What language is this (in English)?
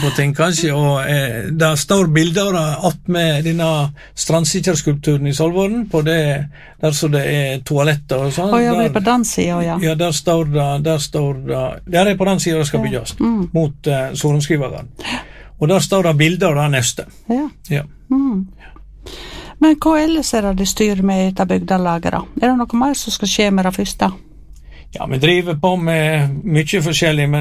Norwegian